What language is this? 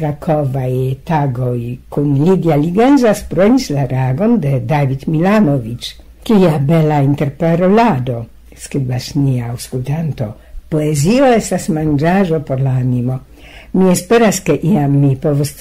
Esperanto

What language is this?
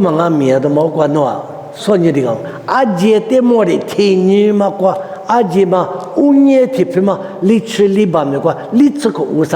Lisu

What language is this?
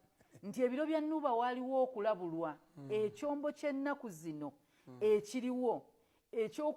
Ganda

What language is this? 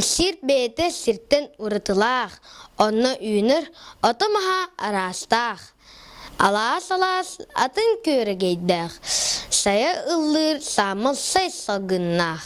Yakut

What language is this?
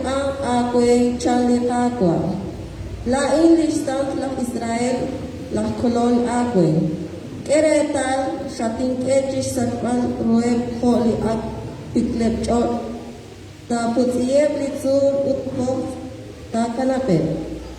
Kekchí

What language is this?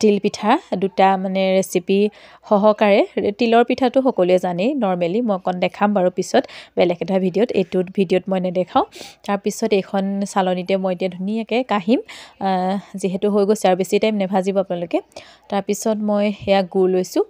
Assamese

